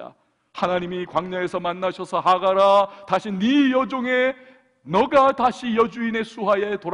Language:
Korean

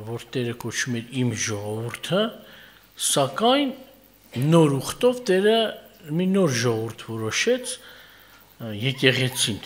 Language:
Armenian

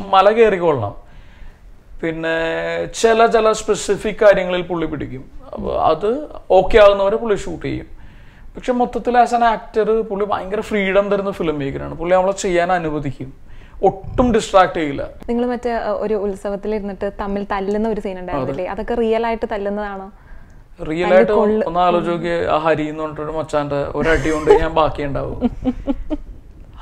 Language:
Malayalam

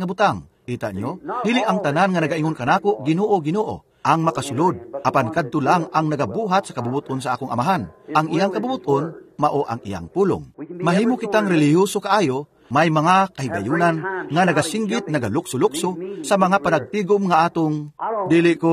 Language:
Cebuano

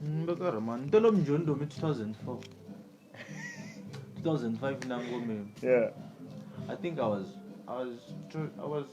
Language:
Tsonga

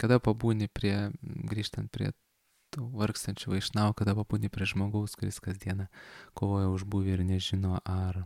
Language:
Lithuanian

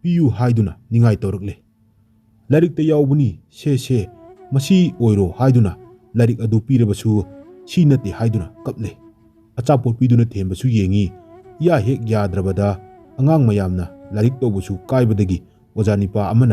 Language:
Manipuri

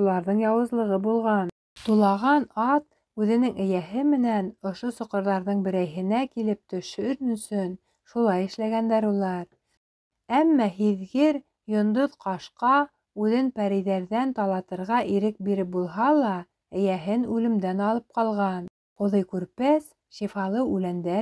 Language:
Bashkir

